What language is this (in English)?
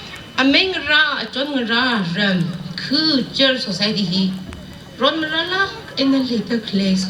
Tangkhul Naga (India)